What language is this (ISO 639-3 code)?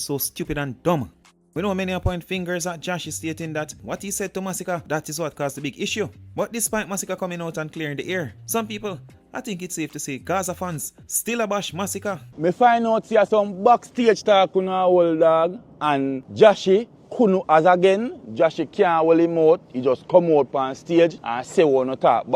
jam